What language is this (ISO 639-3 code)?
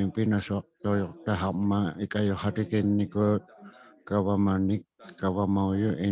iku